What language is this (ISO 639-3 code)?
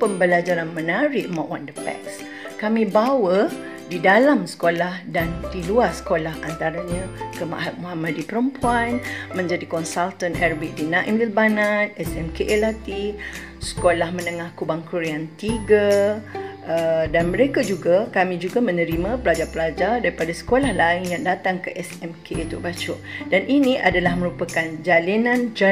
msa